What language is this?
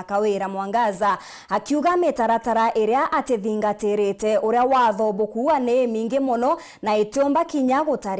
Meru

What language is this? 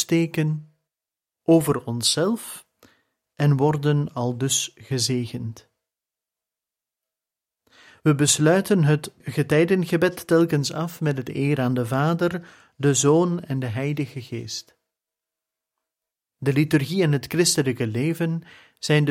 Dutch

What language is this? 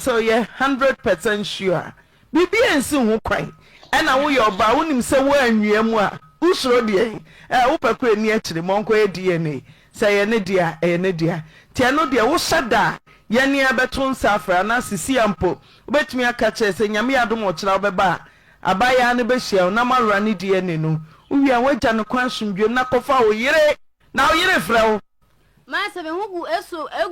Akan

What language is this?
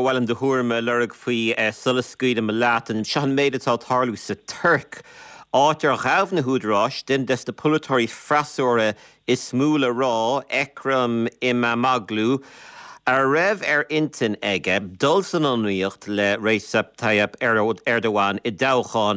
Irish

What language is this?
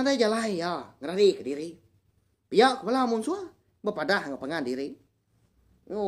Iban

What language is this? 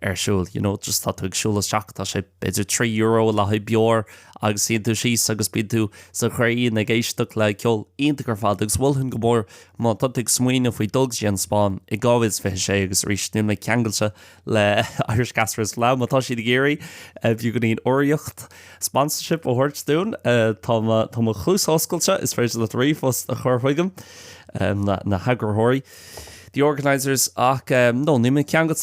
Irish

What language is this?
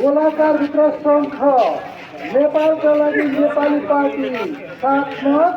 Nepali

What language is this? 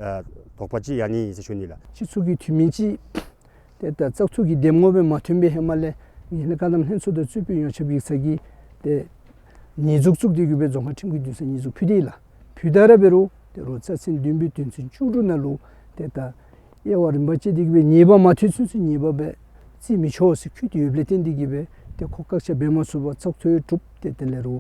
Dzongkha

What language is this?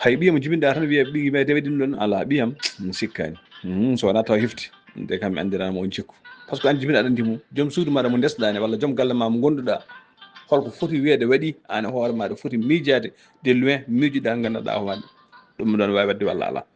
Fula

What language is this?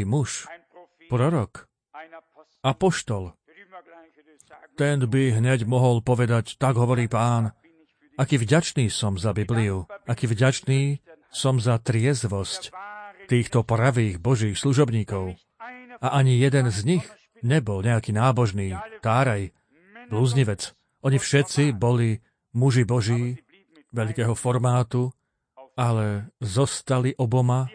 Slovak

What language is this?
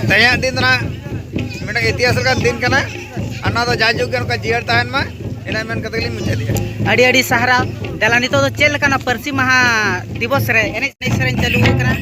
Santali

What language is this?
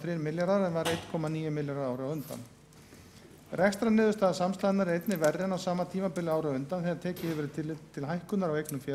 Icelandic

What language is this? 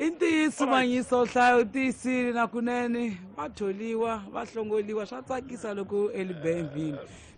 Tsonga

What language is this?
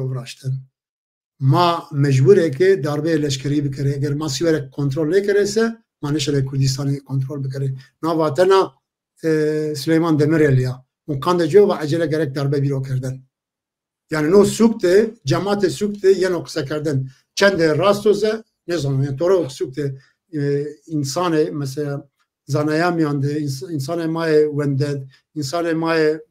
Zaza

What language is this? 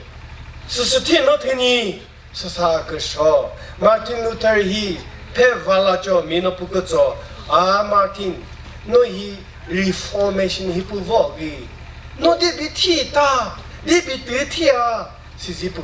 Chokri Naga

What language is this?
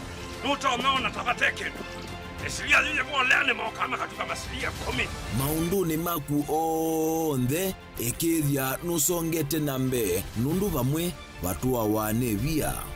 Kamba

